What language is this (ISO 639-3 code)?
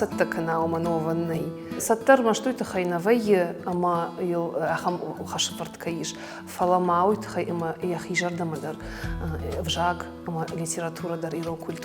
oss